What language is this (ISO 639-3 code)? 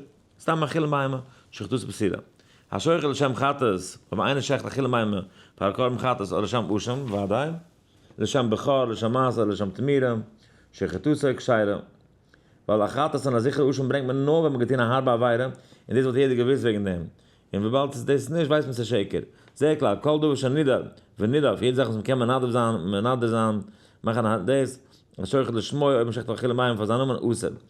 yid